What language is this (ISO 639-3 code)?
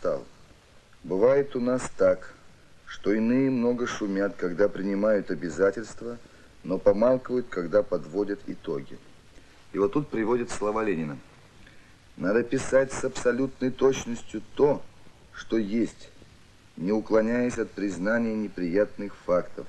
rus